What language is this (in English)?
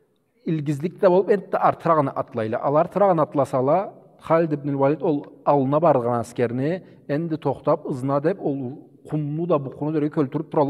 Karachay-Balkar